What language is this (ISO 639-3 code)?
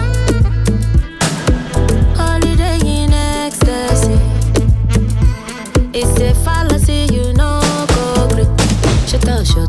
heb